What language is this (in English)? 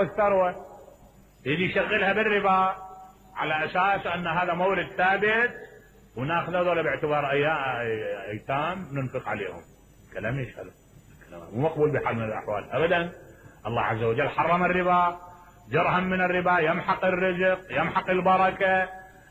Mesopotamian Arabic